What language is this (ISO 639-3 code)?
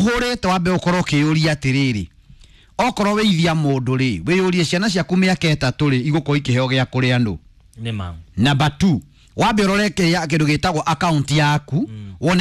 kik